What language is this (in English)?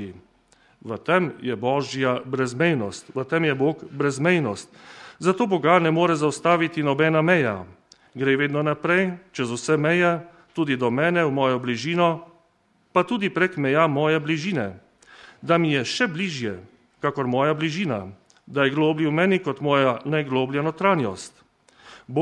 Slovenian